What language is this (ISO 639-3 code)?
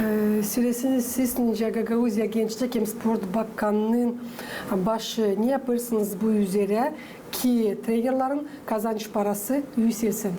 gag